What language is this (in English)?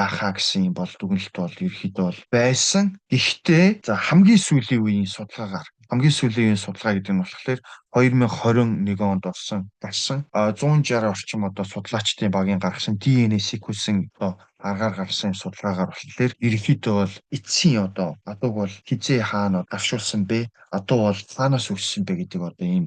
Mongolian